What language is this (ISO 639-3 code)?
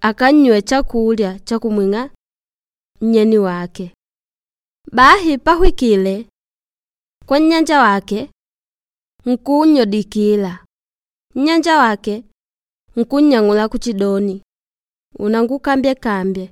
kde